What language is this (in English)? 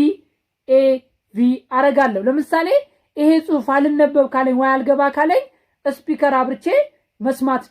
Amharic